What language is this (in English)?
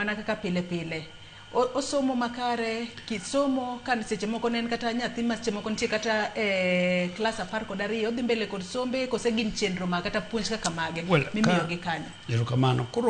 Luo (Kenya and Tanzania)